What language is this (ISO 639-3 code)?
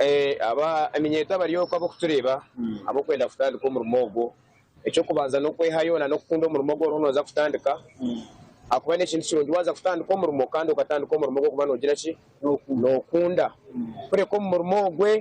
nyn